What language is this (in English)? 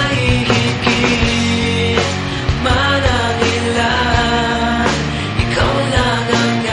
Filipino